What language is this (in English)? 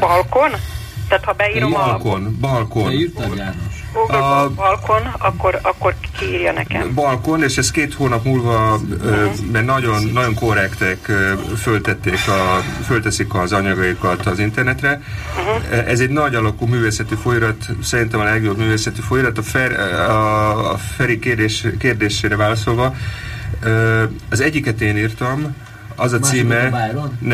Hungarian